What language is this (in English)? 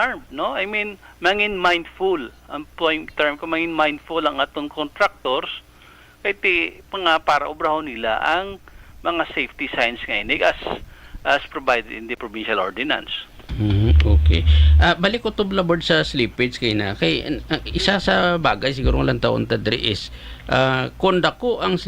Hiligaynon